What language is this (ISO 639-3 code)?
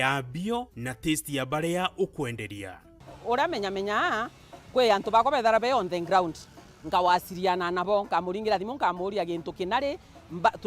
mer